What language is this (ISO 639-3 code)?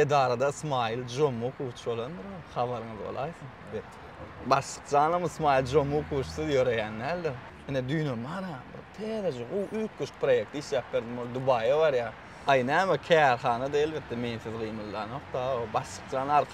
tuk